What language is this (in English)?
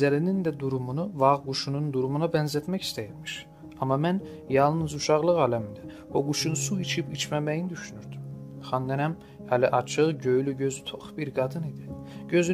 South Azerbaijani